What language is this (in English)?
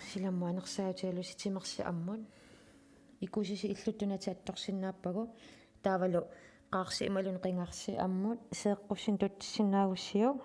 Kalaallisut